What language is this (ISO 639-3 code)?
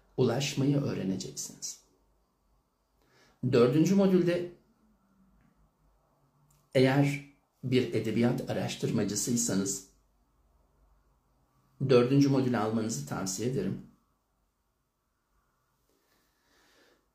tur